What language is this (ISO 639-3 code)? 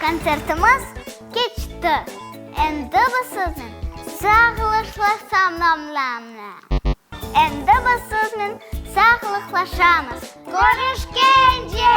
crh